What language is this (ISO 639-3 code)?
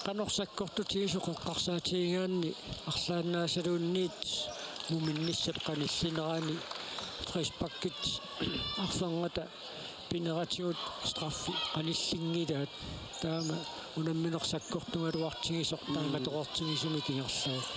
kal